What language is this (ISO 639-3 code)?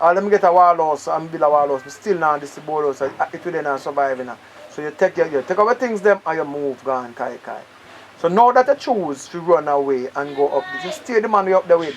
jam